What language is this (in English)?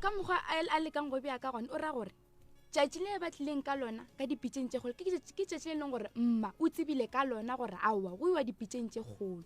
Northern Sotho